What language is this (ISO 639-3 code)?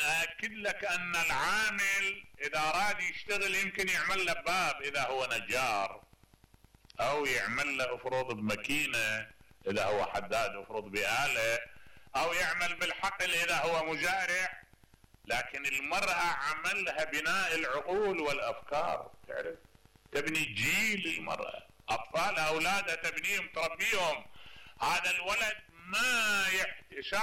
acm